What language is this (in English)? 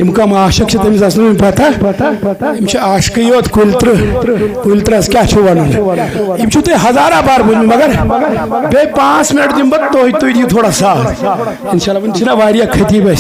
Kashmiri